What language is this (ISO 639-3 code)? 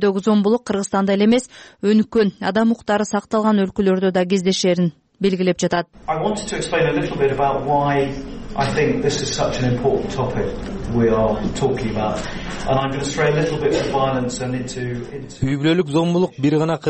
kir